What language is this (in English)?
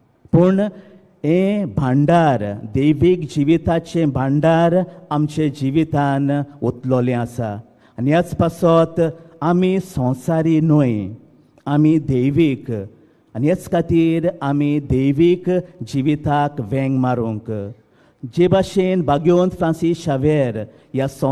Konkani